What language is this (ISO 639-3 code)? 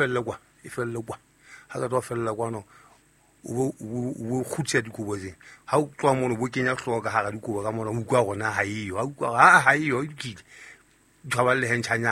sot